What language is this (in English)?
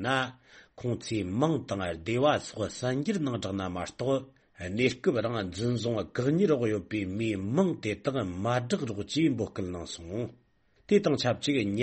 Tibetan